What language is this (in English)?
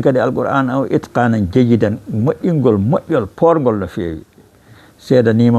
Fula